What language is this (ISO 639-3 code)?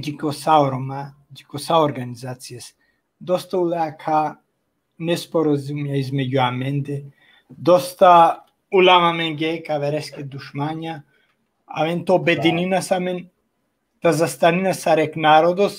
rmn